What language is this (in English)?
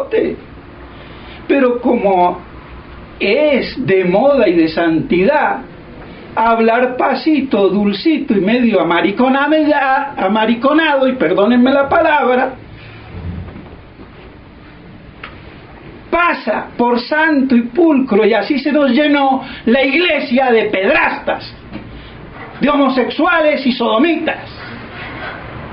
Spanish